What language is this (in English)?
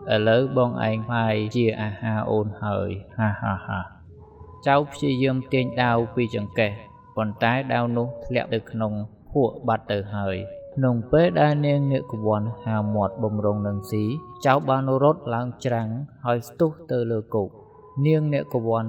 Khmer